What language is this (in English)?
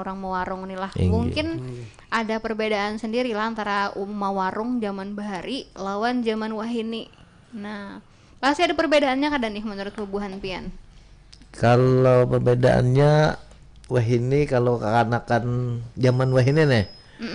Banjar